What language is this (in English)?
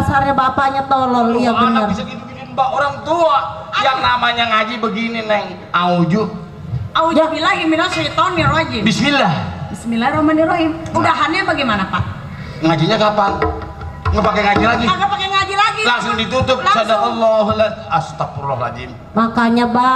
Betawi